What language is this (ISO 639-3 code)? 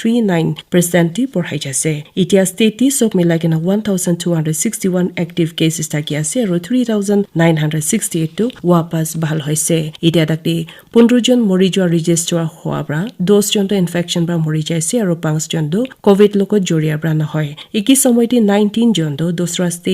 nag